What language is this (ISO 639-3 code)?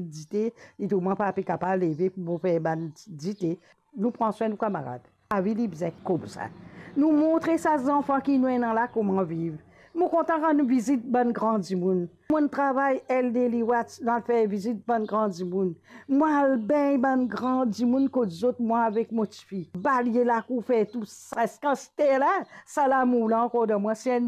mfe